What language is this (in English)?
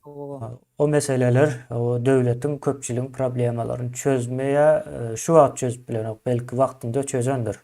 Turkmen